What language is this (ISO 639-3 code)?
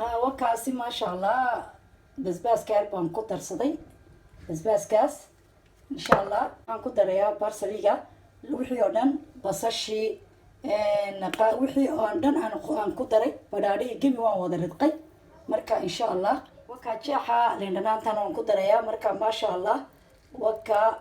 som